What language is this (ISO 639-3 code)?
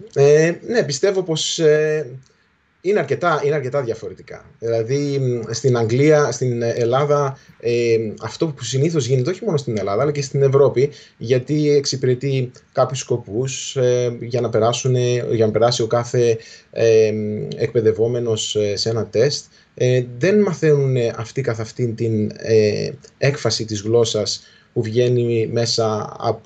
ell